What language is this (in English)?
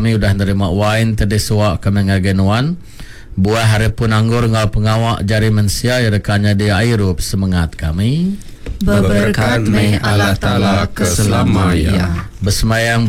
Iban